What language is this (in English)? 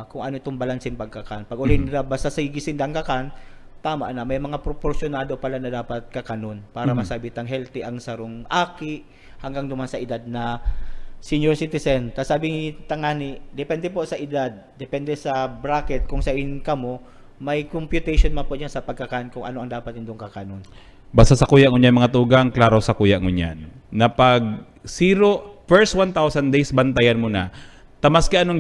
Bikol